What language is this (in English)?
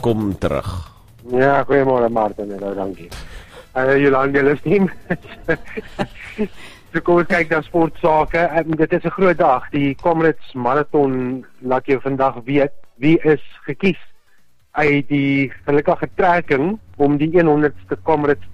Afrikaans